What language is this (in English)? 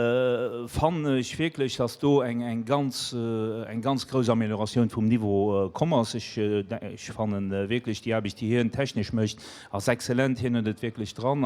Luxembourgish